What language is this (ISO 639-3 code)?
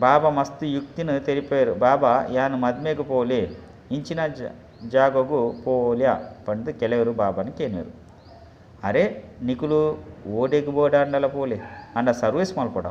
tcy